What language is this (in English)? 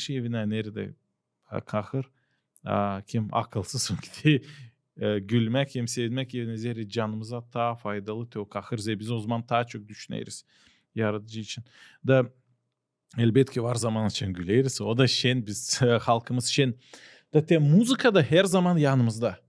Gagauz